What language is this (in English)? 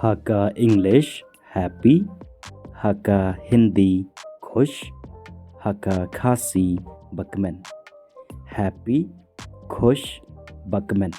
Khasi